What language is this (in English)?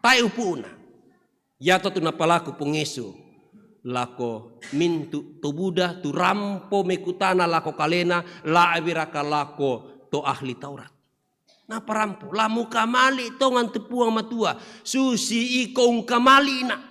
Toraja-Sa'dan